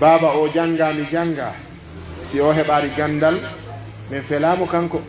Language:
Pular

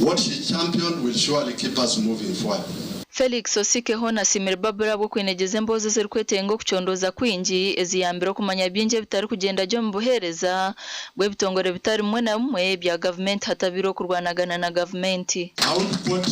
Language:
Nyankole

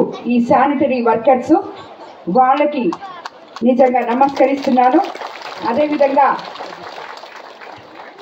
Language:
Telugu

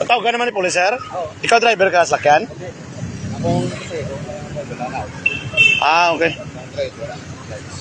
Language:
Hiligaynon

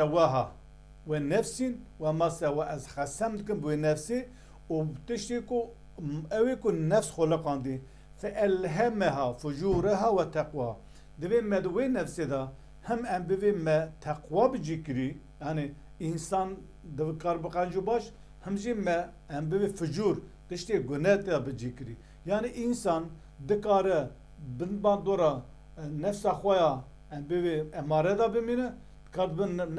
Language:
Kurdish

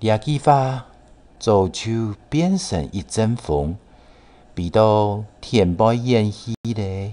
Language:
Hakka Chinese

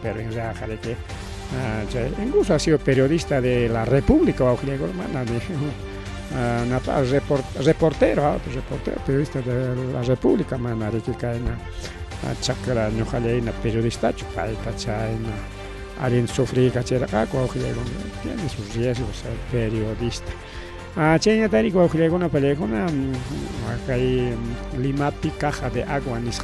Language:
Ayacucho Quechua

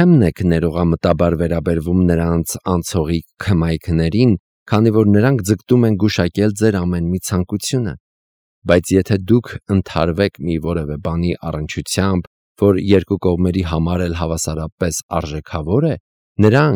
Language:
Armenian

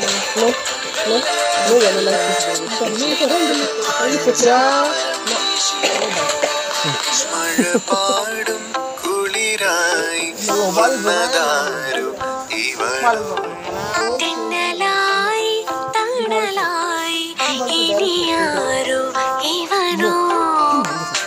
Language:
Malayalam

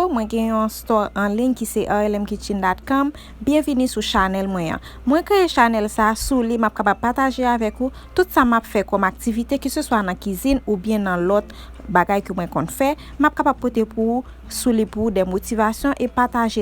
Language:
Haitian Creole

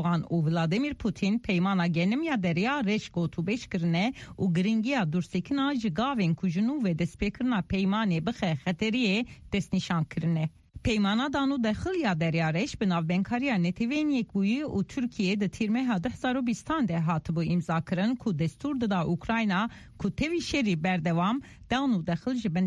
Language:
Kurdish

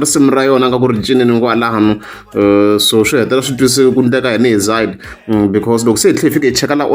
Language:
Tsonga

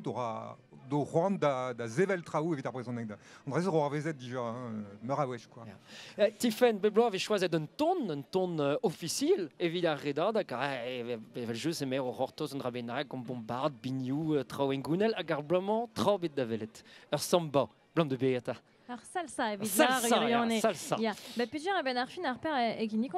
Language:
Breton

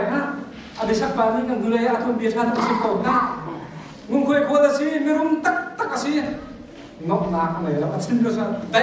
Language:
Hakha Chin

